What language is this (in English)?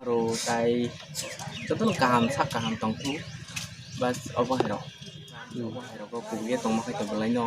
Kok Borok